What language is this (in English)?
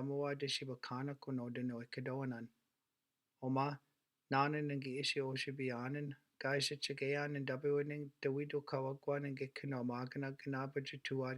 Chippewa